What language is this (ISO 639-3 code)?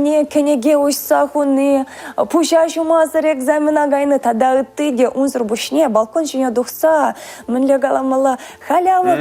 chv